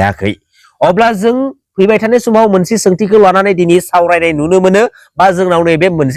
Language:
Bodo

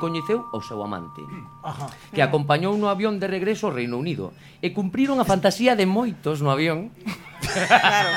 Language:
Galician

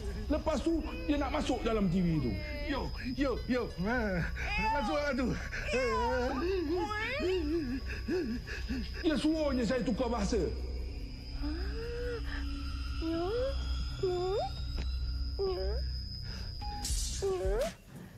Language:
Malay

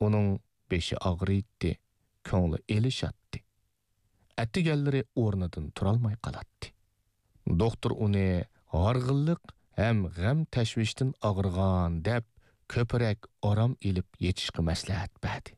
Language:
Uyghur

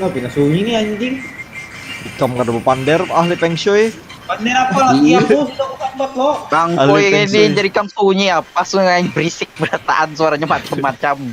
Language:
Banjar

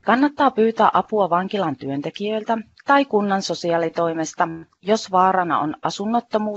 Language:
Finnish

